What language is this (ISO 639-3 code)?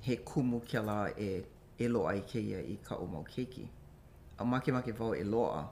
haw